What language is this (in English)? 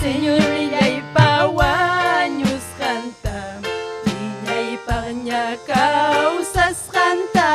Ayacucho Quechua